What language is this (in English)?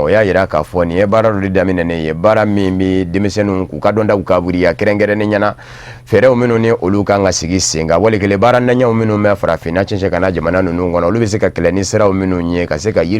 Bambara